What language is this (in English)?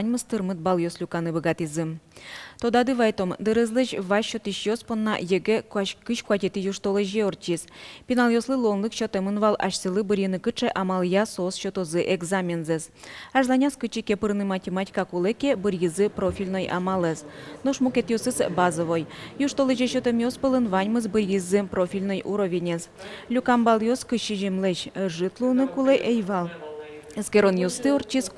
Udmurt